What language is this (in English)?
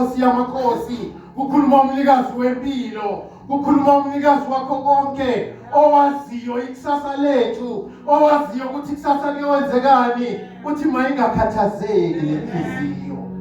Zulu